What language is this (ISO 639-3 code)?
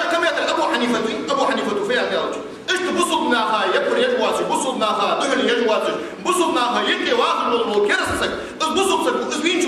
inh